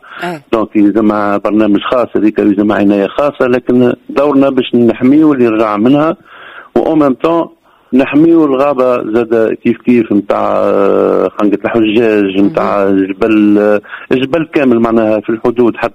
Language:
Tunisian Arabic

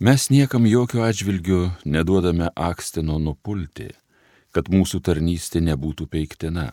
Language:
Lithuanian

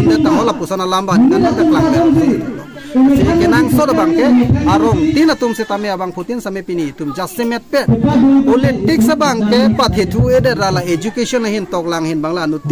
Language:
Karbi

